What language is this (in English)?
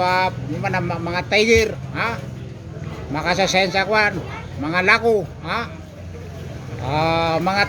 Maranao